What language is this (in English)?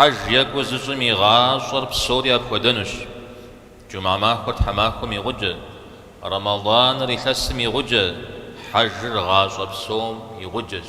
Kabardian